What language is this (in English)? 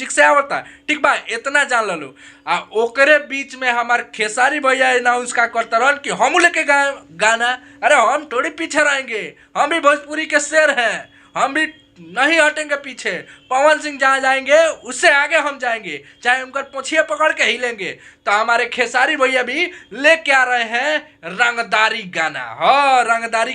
Bhojpuri